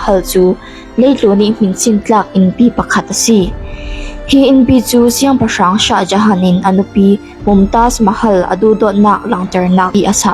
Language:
Falam Chin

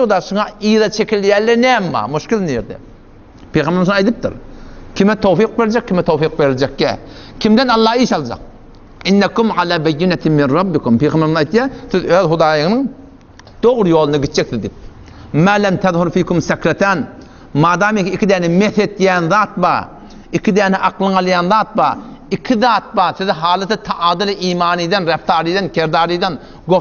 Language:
Turkmen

